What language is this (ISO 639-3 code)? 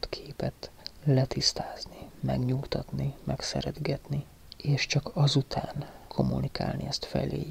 hun